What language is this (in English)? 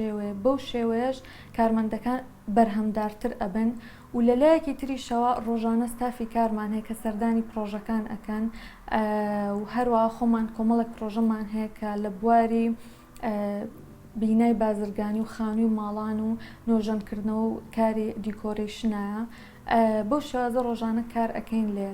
Central Kurdish